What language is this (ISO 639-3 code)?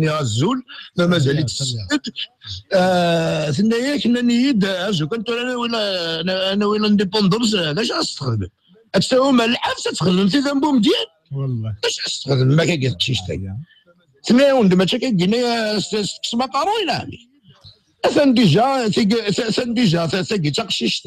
kab